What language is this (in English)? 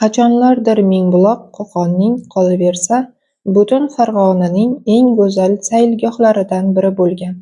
Uzbek